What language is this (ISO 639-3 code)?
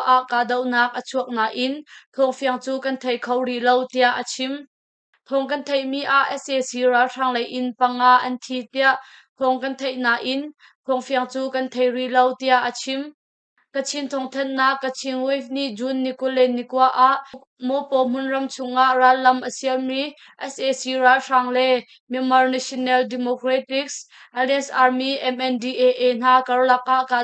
cnh